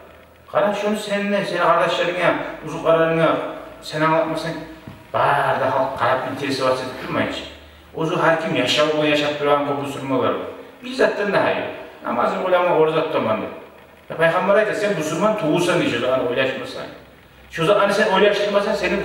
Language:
Kumyk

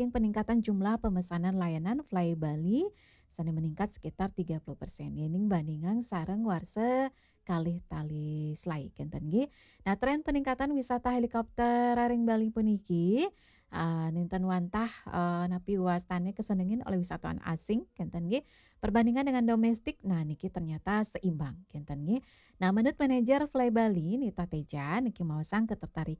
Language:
Balinese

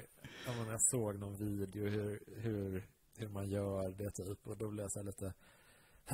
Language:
Swedish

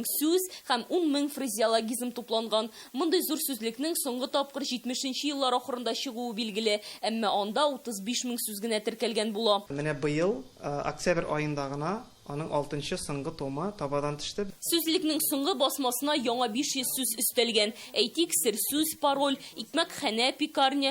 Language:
Tatar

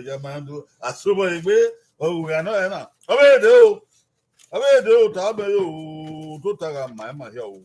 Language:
Bini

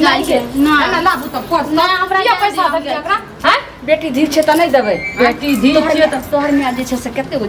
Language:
Maithili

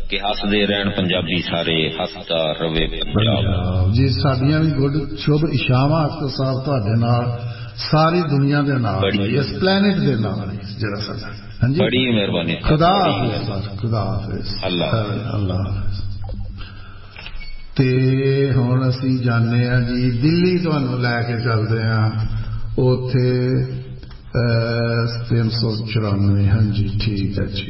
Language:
Punjabi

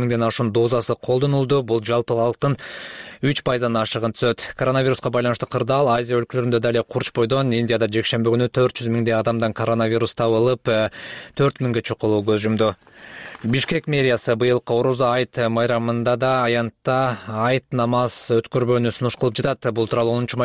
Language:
Kyrgyz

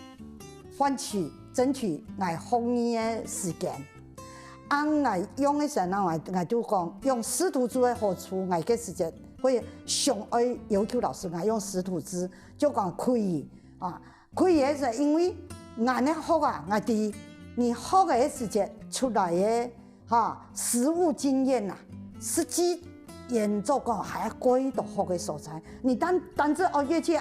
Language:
Hakka Chinese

